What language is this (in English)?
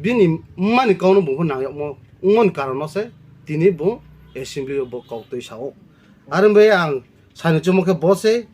Riang (India)